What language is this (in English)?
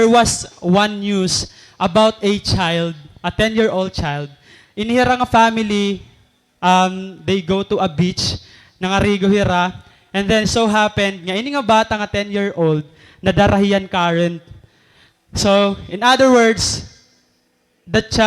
Waray